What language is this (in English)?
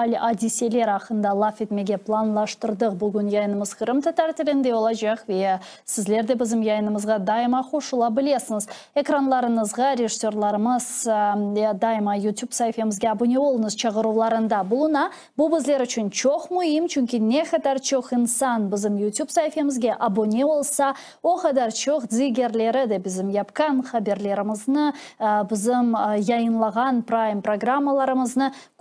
Crimean Tatar